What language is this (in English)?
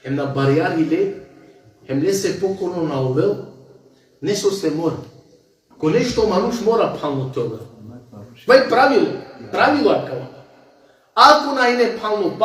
Balkan Romani